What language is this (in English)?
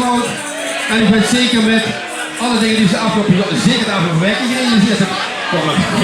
Limburgish